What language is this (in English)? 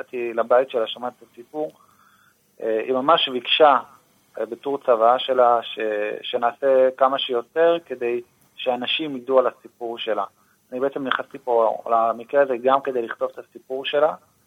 Hebrew